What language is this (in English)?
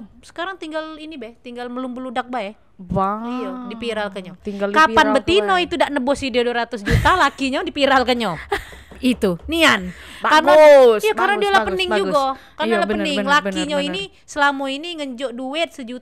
Musi